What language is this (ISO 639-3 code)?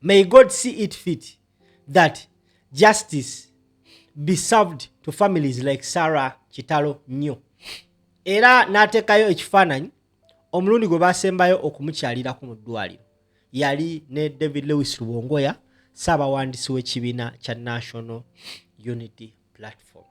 lug